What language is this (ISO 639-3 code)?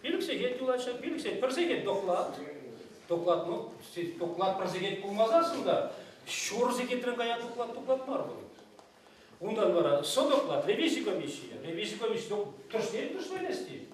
chv